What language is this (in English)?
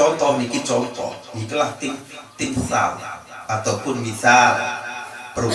Sasak